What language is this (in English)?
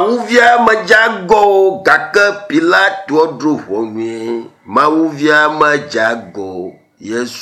Ewe